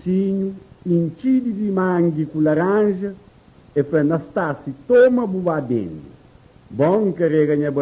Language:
Kabuverdianu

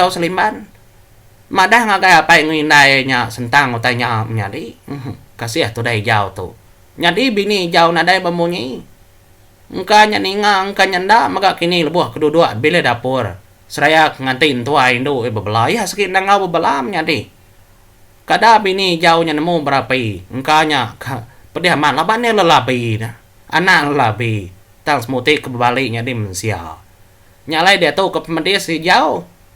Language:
Iban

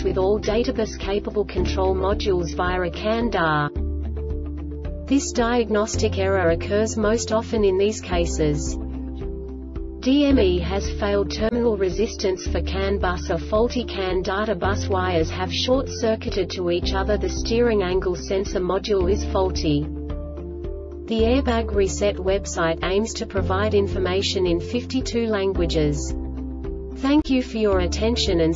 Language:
English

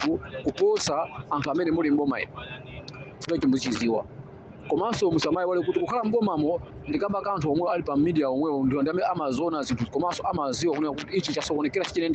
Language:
Nyanja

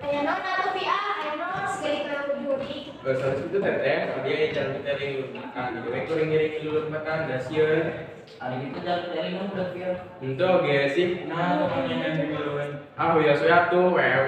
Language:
Sundanese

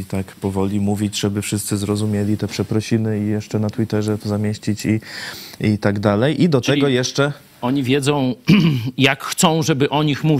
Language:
Polish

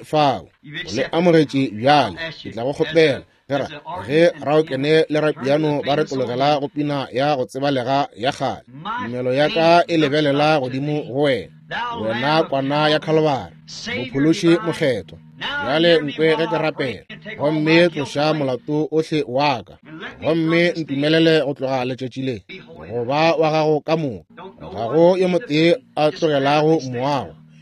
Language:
Northern Sotho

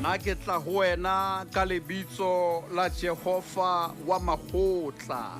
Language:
Southern Sotho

